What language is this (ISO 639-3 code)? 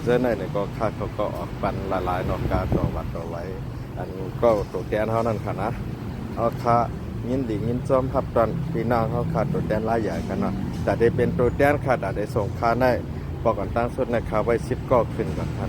shn